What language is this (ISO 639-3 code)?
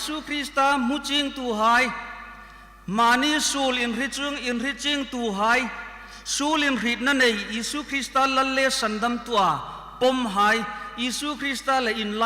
hmr